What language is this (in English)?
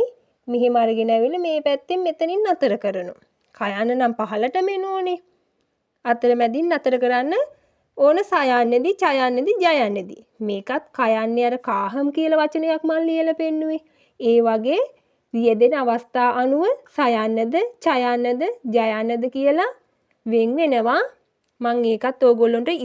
Sinhala